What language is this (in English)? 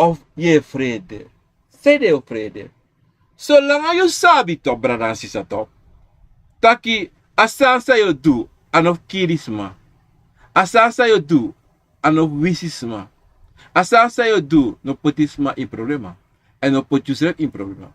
Sranan Tongo